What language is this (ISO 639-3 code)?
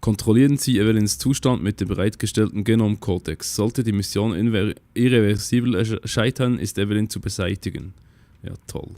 gsw